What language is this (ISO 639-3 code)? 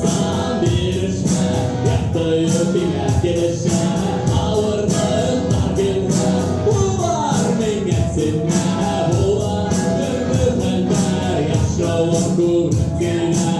bak